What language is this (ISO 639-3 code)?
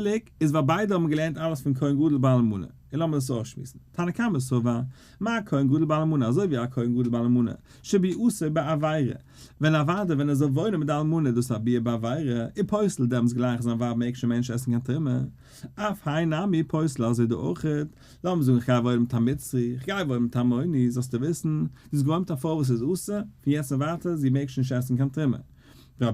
yid